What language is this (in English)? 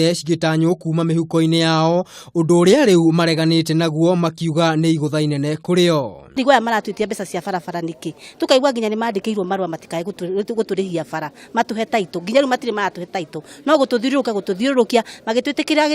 Kikuyu